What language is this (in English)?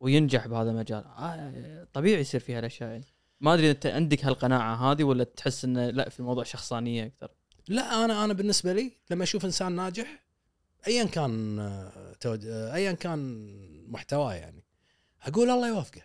Gulf Arabic